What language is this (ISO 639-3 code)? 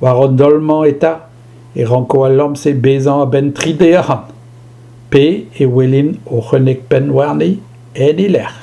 bre